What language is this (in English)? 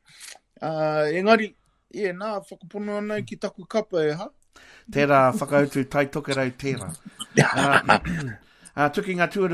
Māori